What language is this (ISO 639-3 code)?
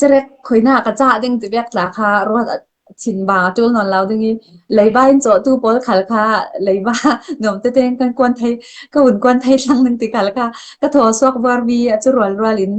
cfm